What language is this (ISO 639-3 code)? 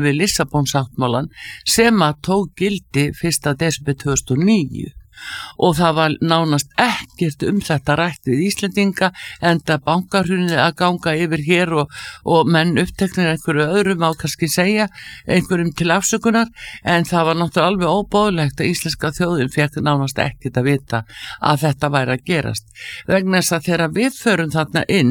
isl